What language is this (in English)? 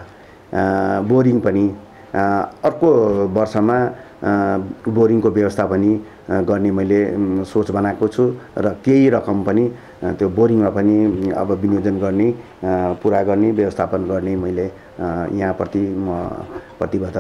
Nepali